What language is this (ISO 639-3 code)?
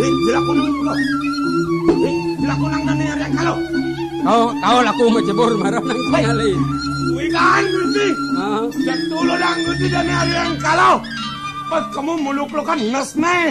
ban